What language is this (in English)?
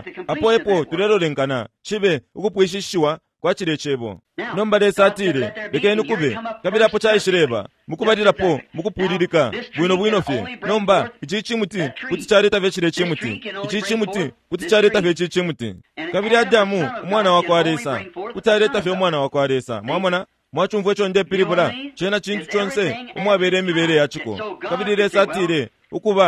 Bemba